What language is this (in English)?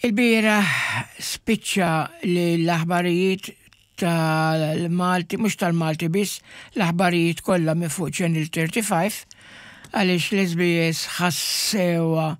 Maltese